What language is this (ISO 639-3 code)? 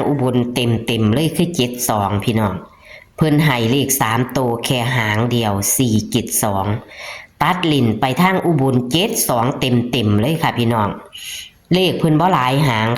tts